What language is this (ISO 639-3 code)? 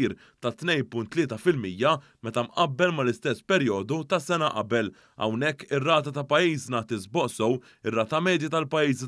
mlt